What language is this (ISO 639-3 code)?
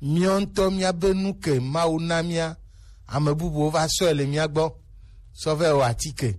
gej